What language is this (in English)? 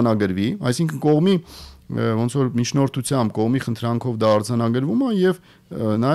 Armenian